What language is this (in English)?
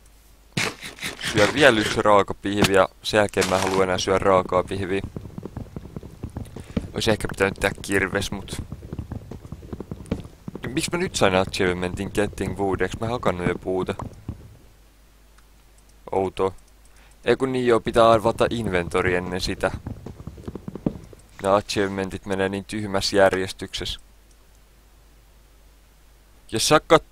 Finnish